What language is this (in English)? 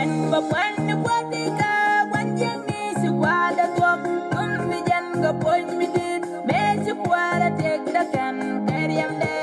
Nuer